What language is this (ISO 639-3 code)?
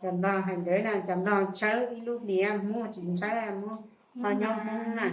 hmn